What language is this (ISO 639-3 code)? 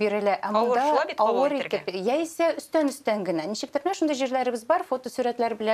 tat